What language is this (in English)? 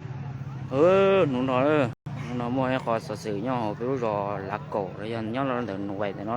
Hmong